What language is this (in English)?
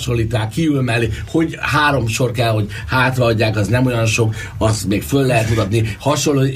Hungarian